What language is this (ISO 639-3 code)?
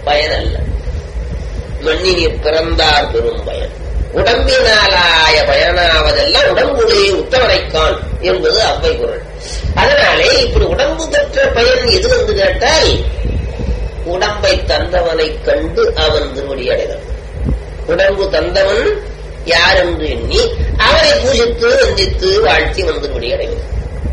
tam